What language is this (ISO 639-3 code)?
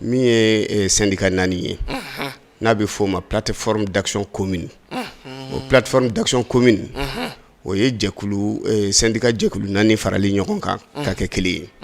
bam